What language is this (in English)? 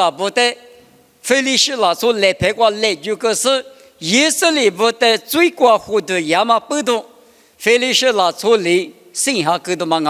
Lisu